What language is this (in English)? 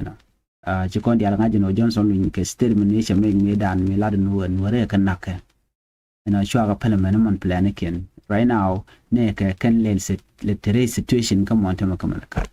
Nuer